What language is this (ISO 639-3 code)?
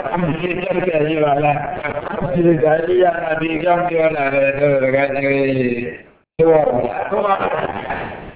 mya